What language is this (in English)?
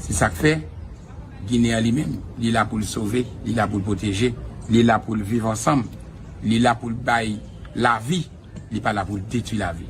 Haitian Creole